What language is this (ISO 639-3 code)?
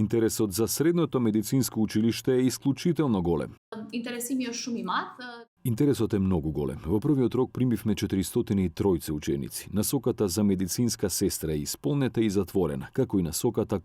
mkd